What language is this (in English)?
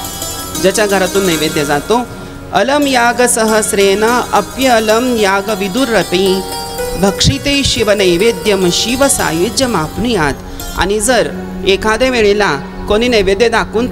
Marathi